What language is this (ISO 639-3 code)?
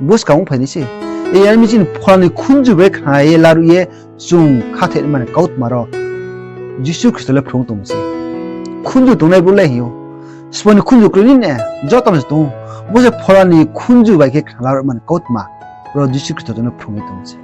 ria